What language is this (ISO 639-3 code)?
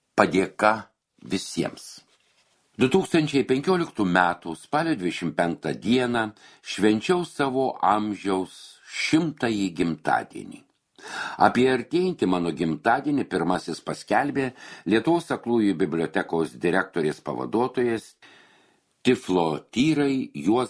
lit